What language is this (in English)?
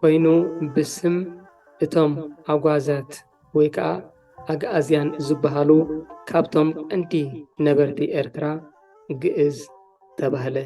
Tigrinya